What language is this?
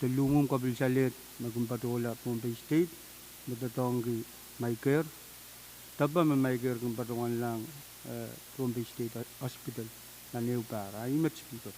Pohnpeian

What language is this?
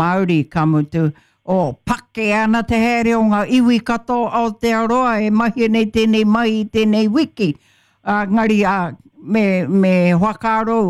Māori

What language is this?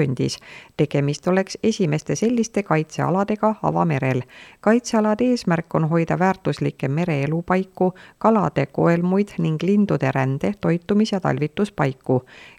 Estonian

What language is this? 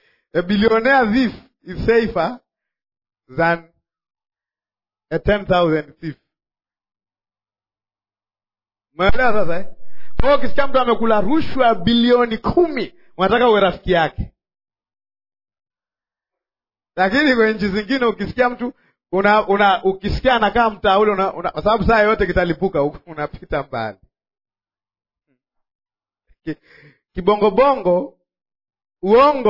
Swahili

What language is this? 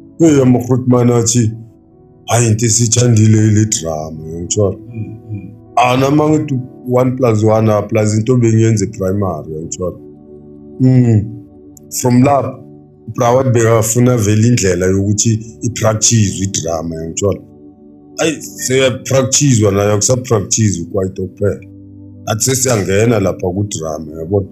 Zulu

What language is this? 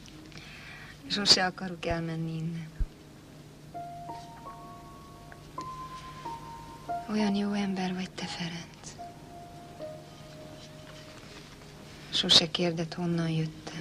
Hungarian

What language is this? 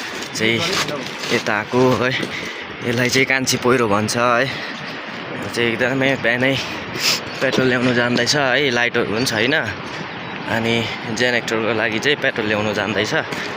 Nepali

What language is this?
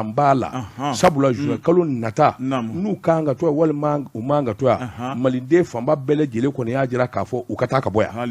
Bambara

